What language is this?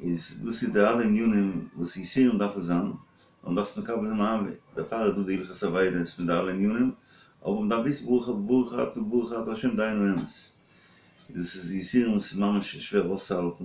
Yiddish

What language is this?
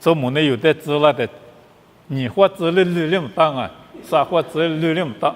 Lisu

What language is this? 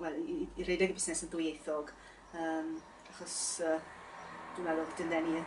Welsh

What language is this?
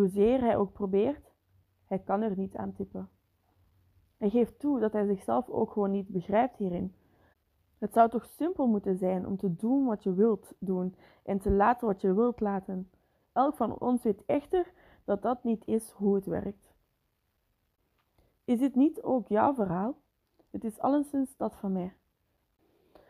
Dutch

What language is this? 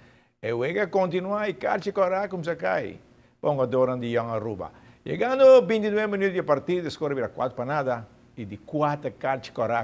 Papiamento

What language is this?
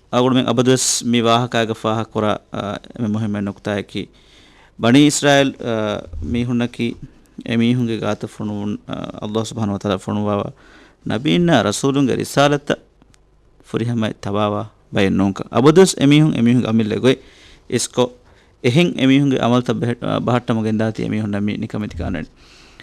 Divehi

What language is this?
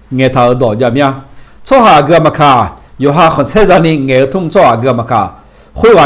Akha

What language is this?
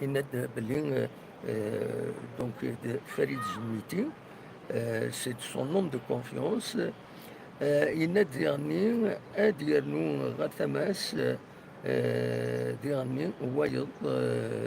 Kabyle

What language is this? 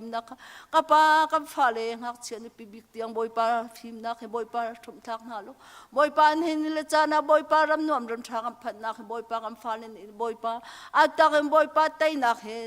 Hakha Chin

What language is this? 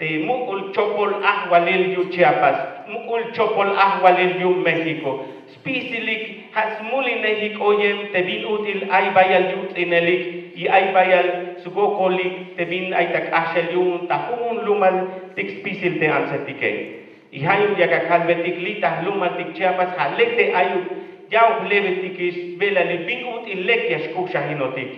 Tzeltal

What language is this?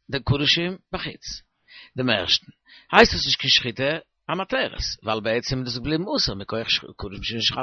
Yiddish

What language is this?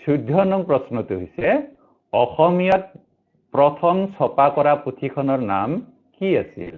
Assamese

